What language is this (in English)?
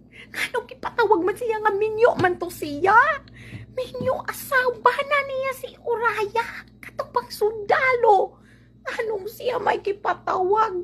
Cebuano